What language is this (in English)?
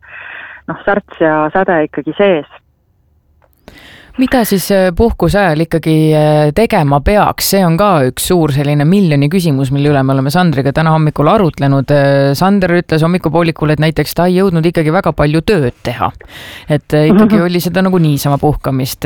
Estonian